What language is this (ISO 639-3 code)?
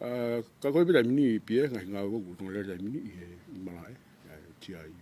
ton